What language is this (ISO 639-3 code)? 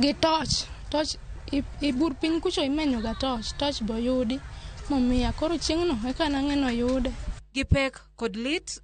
luo